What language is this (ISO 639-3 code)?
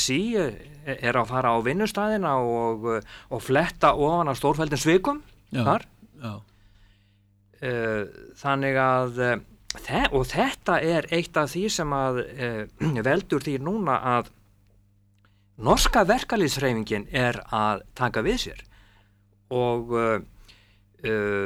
isl